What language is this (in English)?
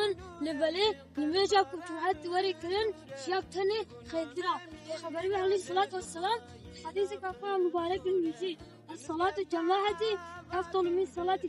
Kurdish